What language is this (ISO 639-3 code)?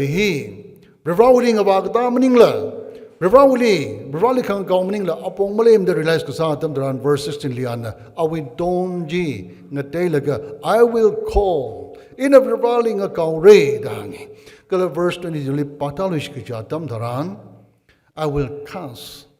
nmf